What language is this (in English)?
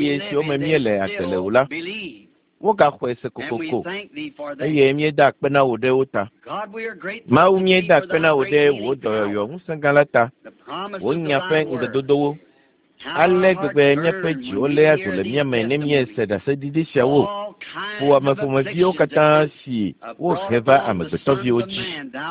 Ewe